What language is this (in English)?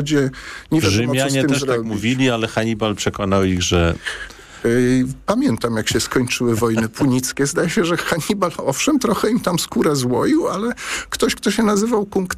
Polish